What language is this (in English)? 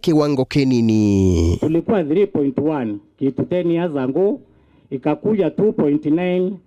Meru